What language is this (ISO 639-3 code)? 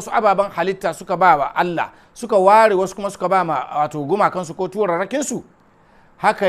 hau